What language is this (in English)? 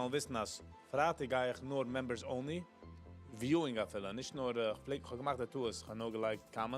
Yiddish